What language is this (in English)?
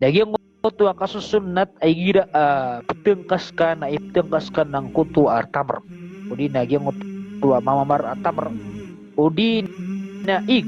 Maranao